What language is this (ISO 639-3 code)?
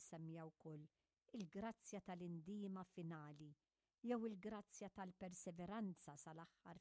mlt